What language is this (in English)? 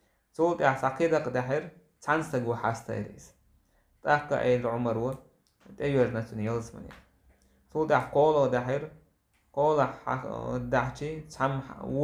Chechen